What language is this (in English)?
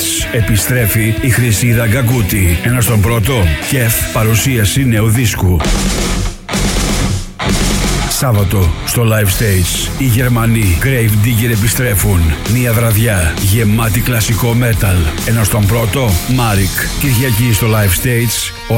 Greek